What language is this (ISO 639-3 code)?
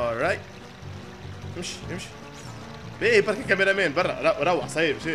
aeb